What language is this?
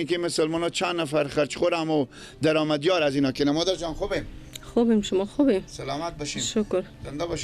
Persian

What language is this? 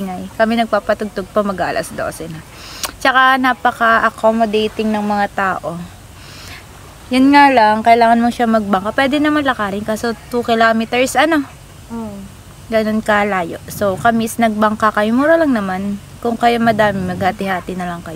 Filipino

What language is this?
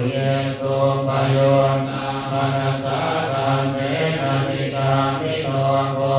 Pali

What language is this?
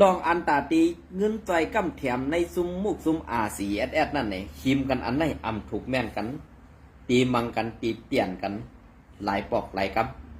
Shan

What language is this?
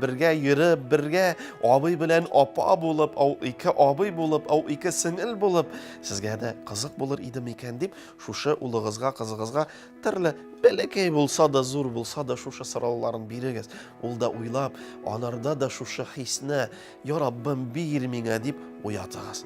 Tatar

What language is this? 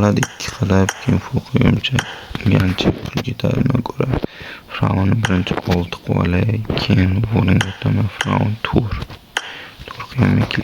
Uzbek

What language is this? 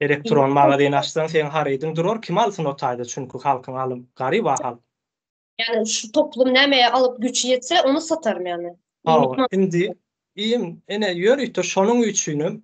Turkmen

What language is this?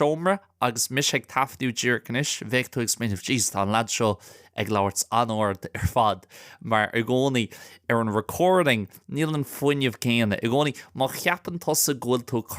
Irish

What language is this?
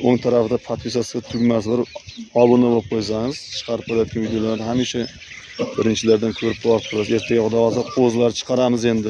Uzbek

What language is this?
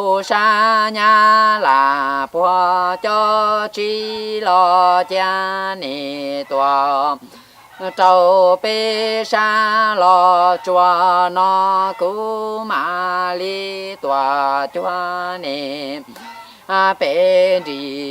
Hmong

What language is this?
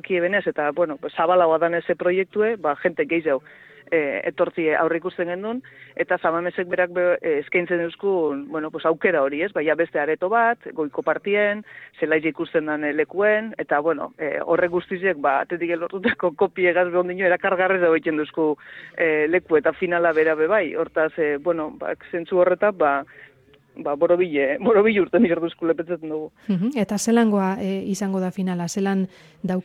Basque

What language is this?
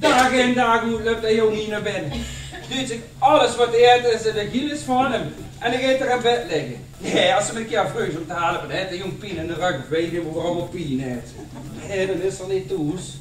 Limburgish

